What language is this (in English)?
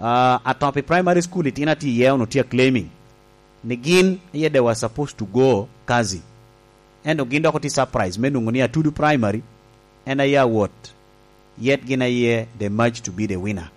Lango (Uganda)